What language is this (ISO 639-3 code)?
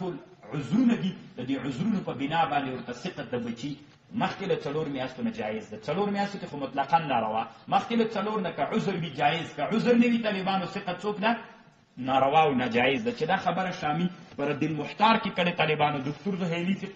pus